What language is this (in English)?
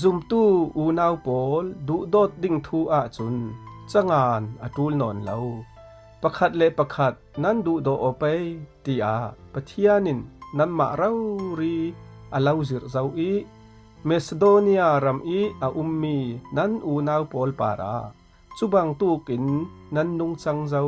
Falam Chin